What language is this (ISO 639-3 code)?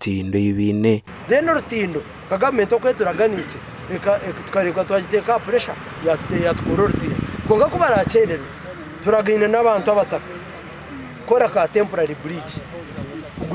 nyn